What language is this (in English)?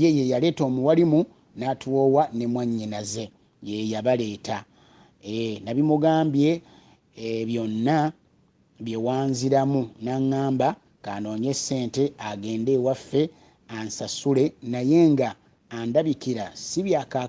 Ganda